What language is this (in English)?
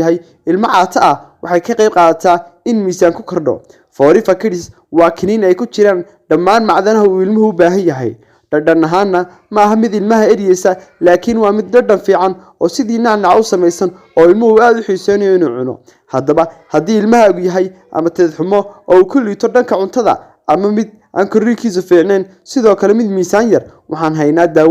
Somali